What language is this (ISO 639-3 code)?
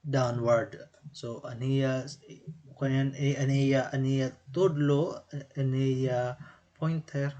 war